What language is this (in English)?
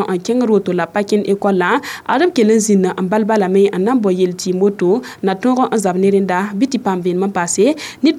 Mossi